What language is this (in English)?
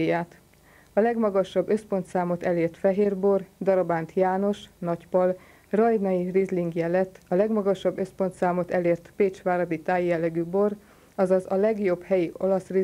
Hungarian